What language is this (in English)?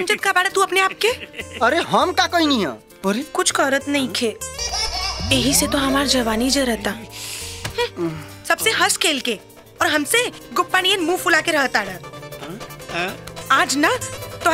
Bhojpuri